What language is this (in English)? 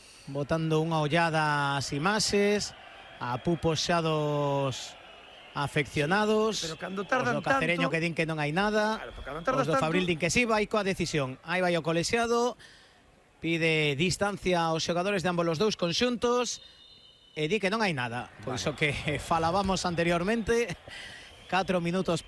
Galician